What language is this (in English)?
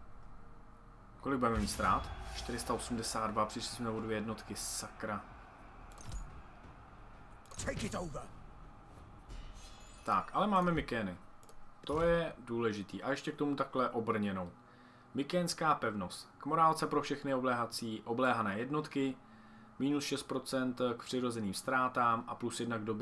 Czech